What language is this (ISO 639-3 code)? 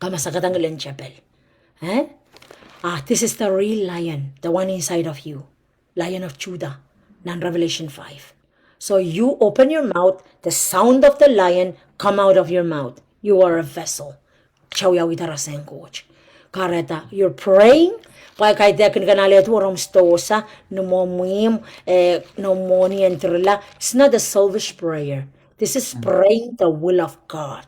pon